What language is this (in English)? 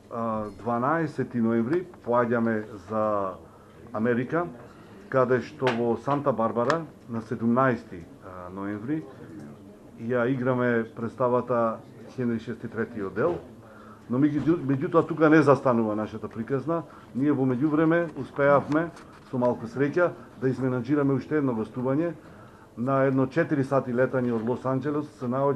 Macedonian